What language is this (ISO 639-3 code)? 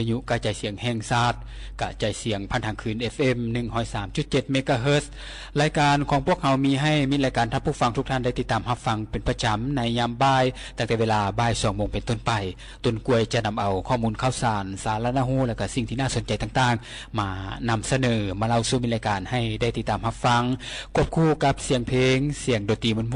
lao